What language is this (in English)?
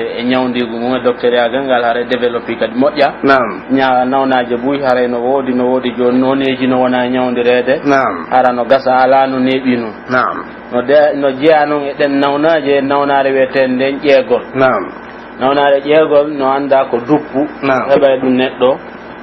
Pular